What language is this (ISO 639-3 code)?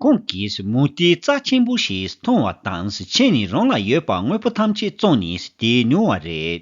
bod